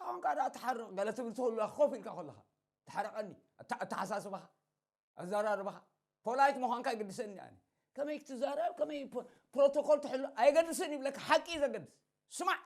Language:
Tigrinya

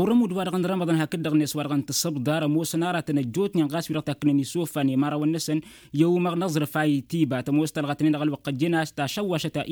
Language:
Tamasheq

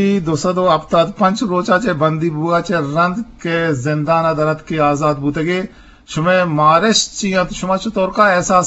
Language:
Eastern Balochi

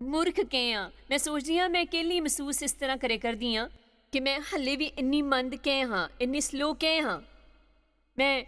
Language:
Dogri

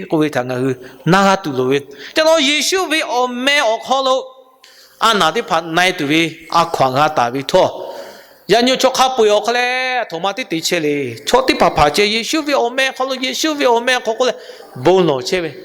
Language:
Lahu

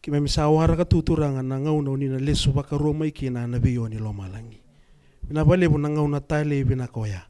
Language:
Fijian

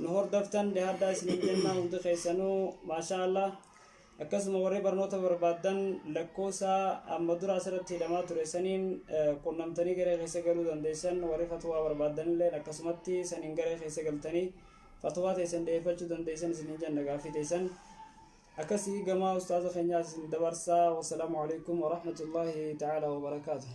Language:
Oromo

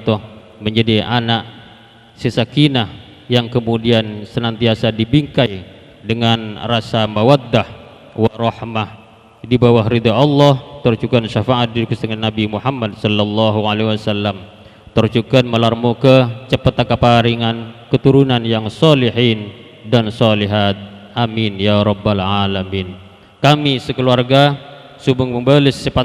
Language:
Madurese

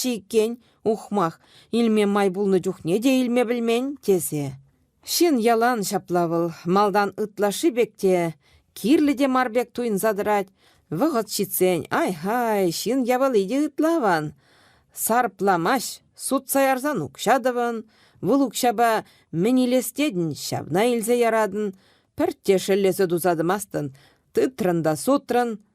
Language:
Chuvash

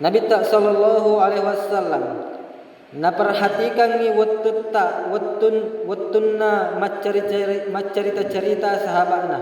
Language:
Buginese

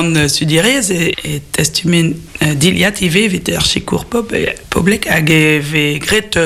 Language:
Breton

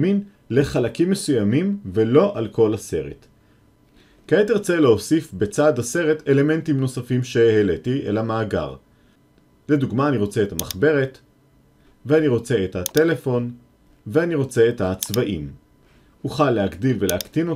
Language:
Hebrew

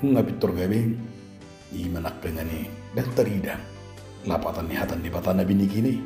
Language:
Batak Toba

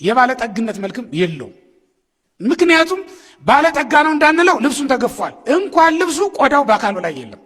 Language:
Amharic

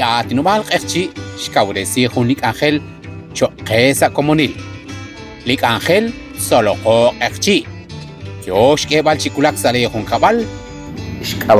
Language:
Kekchí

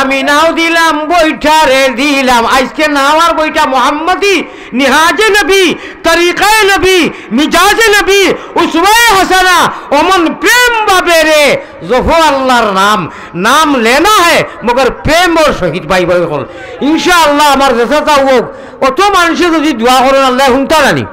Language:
Sylheti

